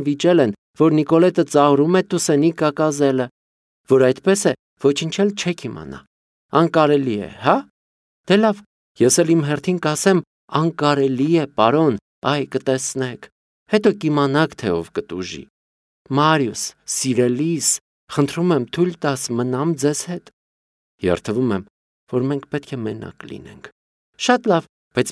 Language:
Armenian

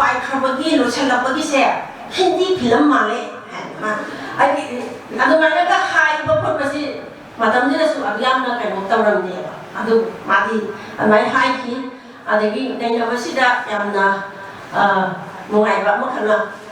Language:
Manipuri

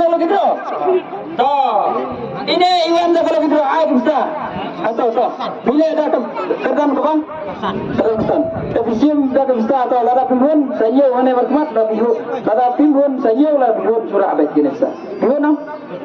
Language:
Khasi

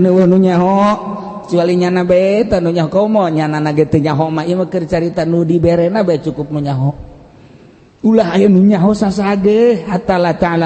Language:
Sundanese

